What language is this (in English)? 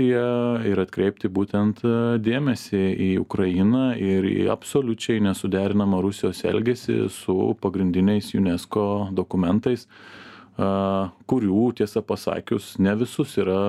Lithuanian